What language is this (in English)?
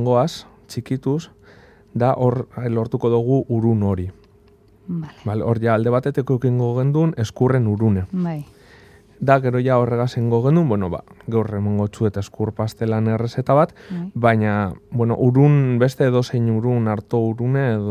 Basque